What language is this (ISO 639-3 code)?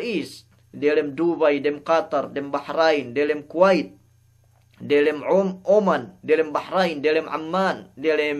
yka